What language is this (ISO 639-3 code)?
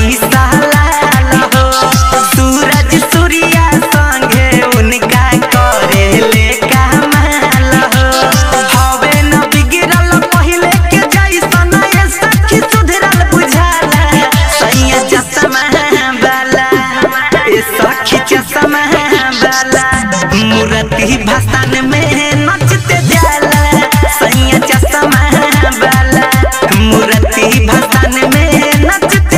bho